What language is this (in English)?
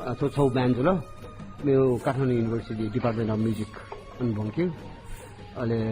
Newari